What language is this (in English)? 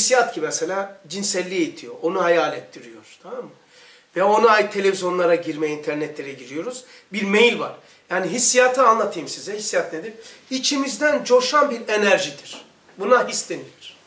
Turkish